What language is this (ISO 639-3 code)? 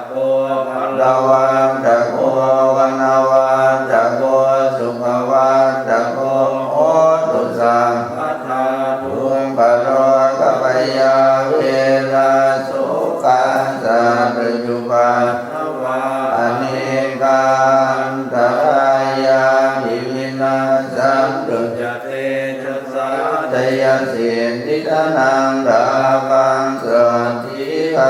pli